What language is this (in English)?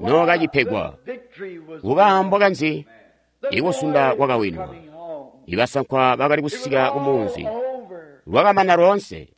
Tonga (Zambia)